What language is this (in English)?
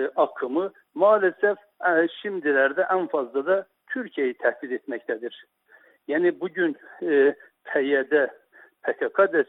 Turkish